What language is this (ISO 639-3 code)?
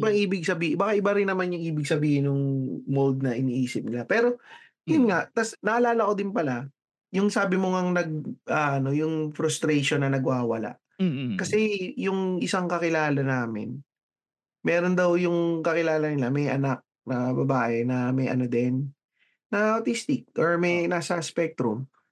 fil